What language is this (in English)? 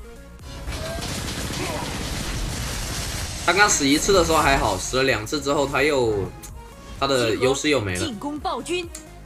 Chinese